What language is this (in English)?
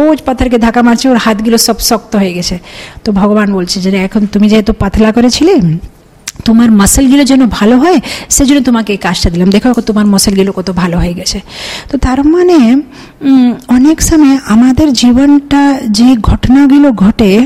Bangla